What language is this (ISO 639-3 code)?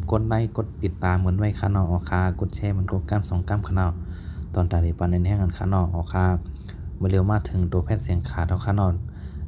shn